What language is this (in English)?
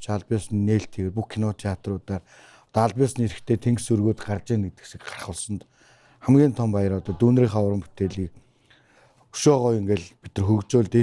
Mongolian